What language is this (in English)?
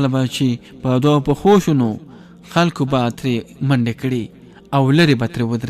Pashto